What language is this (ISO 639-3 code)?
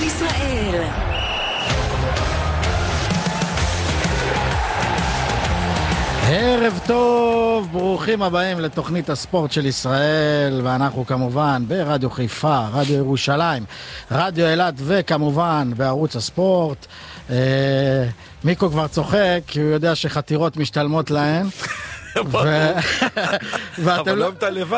heb